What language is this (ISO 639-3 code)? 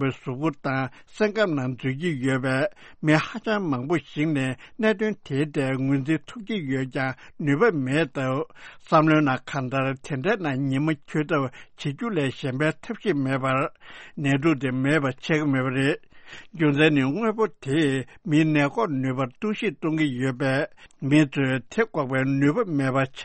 bod